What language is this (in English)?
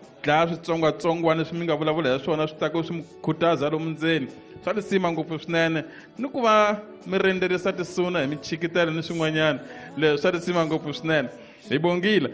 Tsonga